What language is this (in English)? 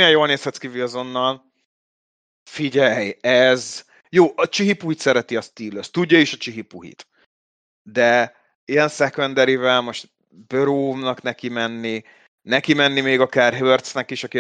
Hungarian